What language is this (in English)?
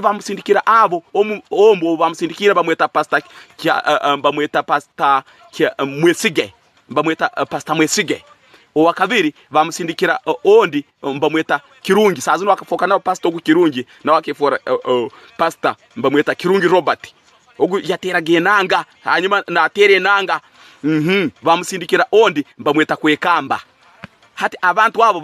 Tooro